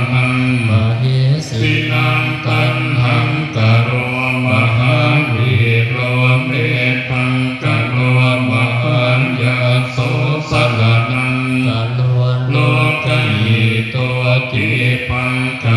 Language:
Pali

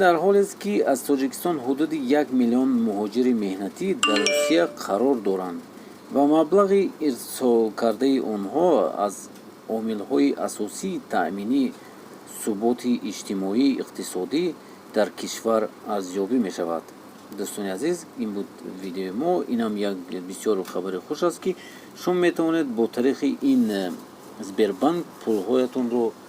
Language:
Tajik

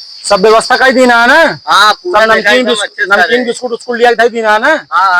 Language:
Awadhi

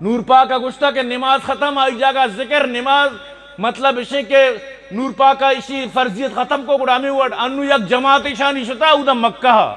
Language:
Eastern Balochi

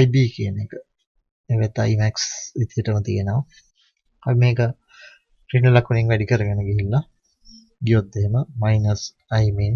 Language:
Sinhala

